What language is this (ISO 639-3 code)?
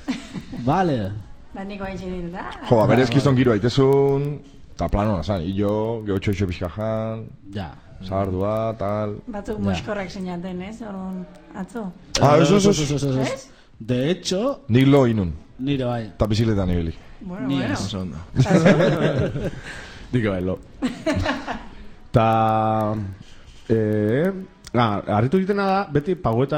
eus